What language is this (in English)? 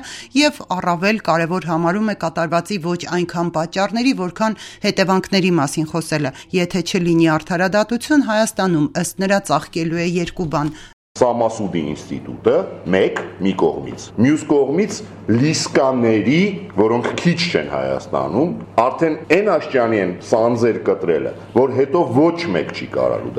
Armenian